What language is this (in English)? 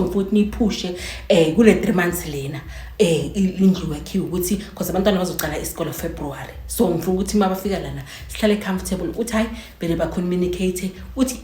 Zulu